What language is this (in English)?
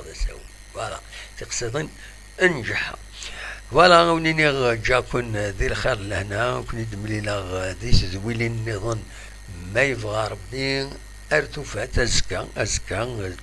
Kabyle